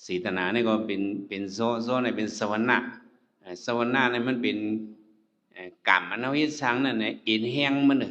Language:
Shan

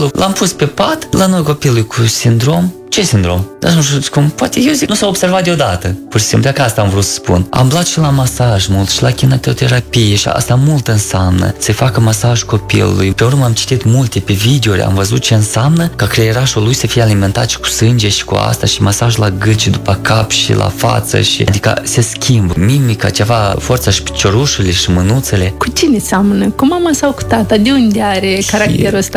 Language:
Romanian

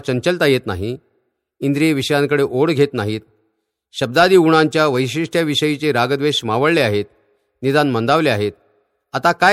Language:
Marathi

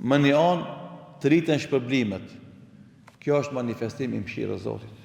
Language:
Albanian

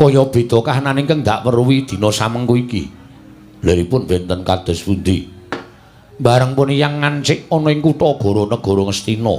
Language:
Javanese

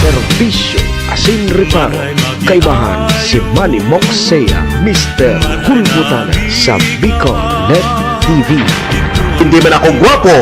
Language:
Bikol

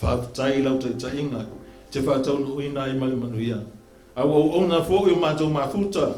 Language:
Samoan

